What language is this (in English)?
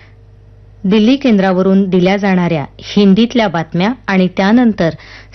Marathi